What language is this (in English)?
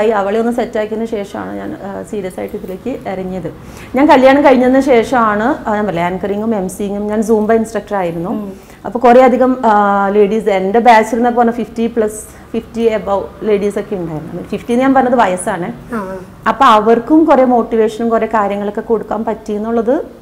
Malayalam